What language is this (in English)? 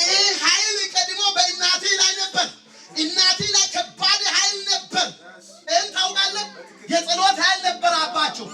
Amharic